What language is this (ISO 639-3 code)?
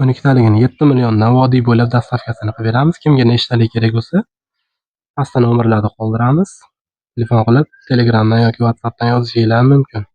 uzb